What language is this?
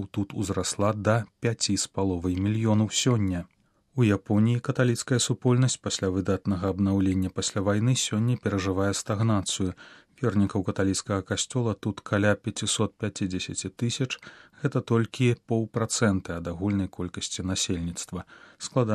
Belarusian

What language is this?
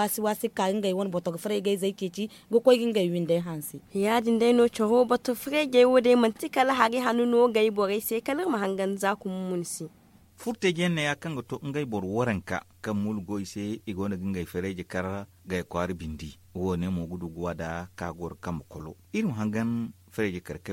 Zarma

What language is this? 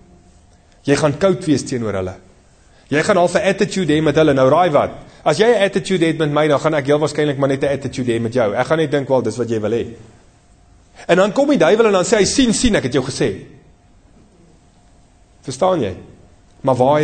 Afrikaans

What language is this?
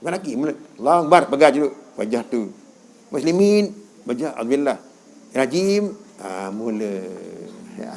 Sasak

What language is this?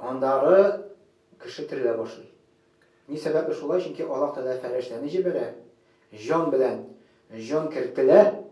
Tatar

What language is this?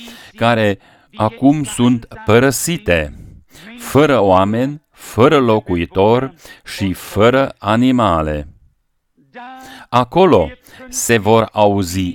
Romanian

